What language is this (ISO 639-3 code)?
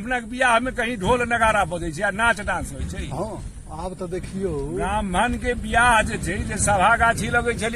mai